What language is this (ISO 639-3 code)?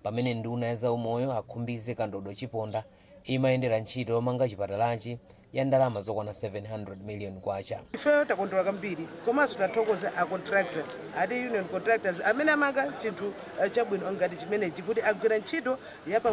nya